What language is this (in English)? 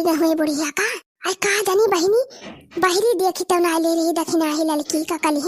Awadhi